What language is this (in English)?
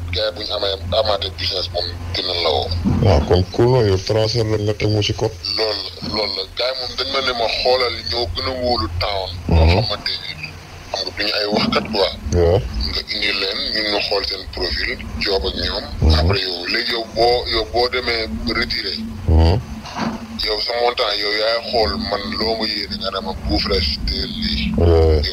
Wolof